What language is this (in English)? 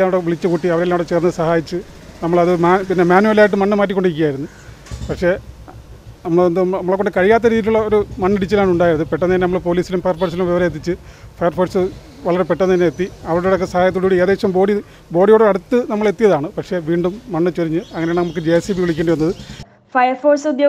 Malayalam